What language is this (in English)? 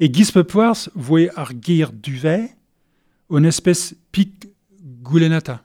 Breton